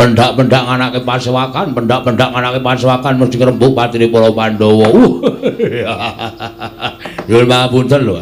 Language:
Javanese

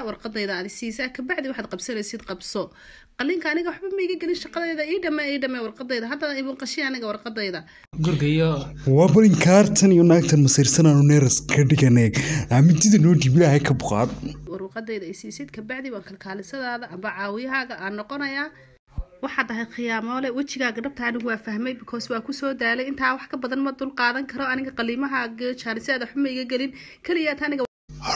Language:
Somali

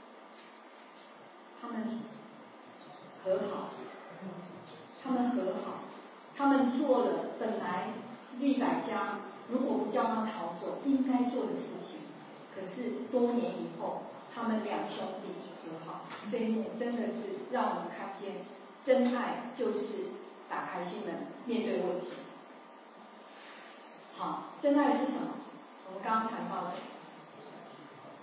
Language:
Chinese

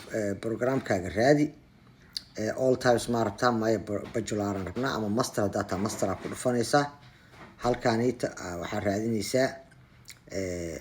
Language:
Somali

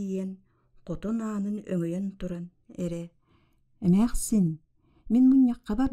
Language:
Yakut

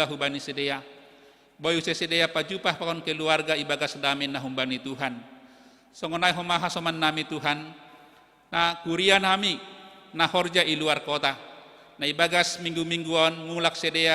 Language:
Batak Simalungun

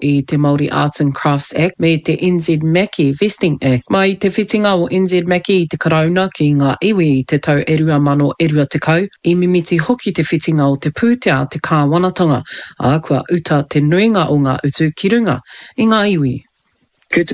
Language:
Māori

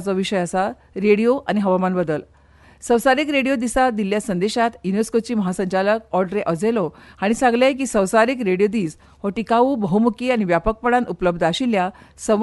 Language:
Konkani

